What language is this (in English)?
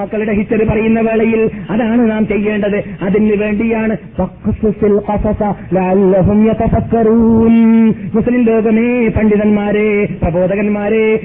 Malayalam